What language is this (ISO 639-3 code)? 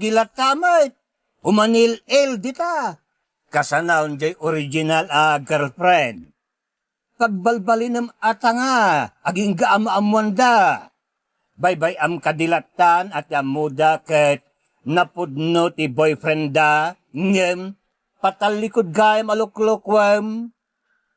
ilo